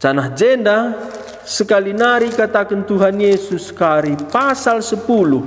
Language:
Batak Karo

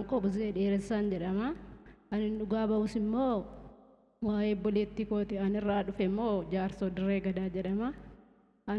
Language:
Oromo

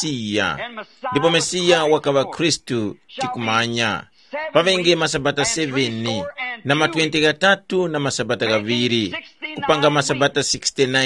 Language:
Tumbuka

